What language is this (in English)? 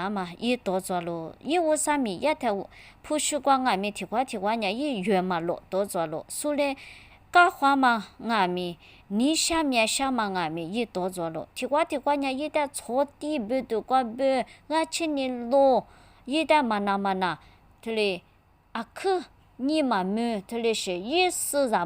Lisu